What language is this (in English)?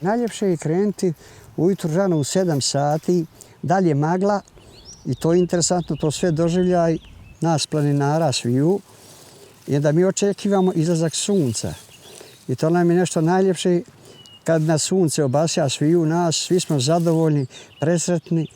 Bosnian